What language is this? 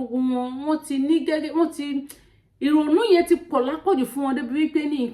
Yoruba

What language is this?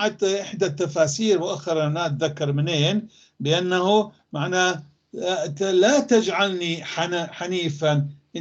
North Levantine Arabic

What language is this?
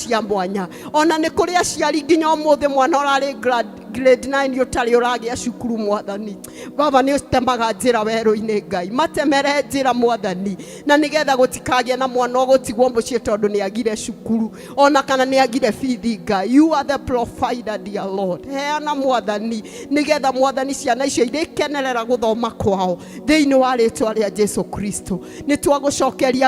Kikuyu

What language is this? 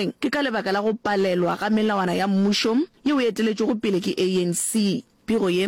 Northern Sotho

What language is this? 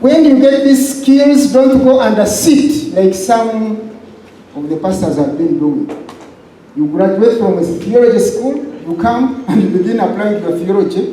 Nyankole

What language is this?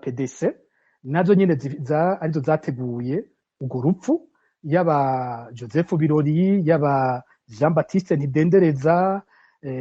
Rundi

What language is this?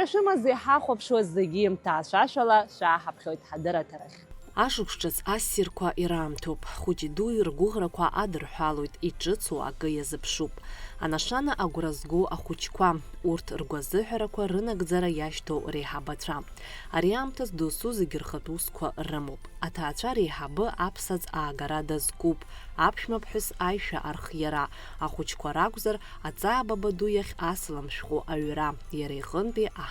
Abkhazian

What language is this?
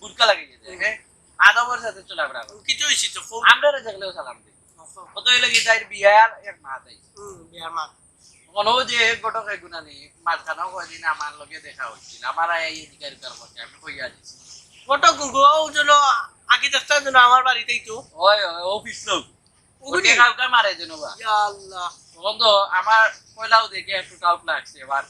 Sylheti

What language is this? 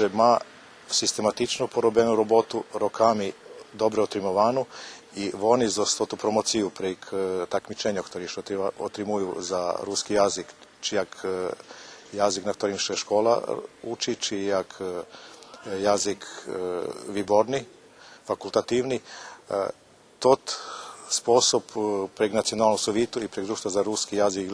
Rusyn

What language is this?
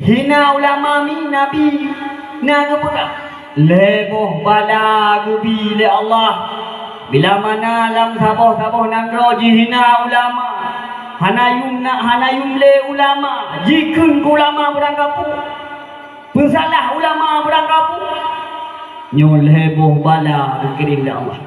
Achinese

